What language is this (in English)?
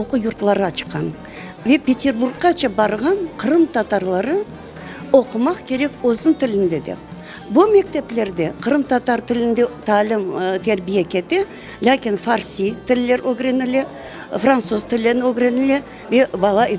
Crimean Tatar